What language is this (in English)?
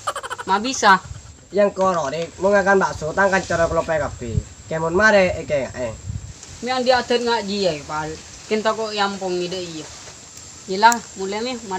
Madurese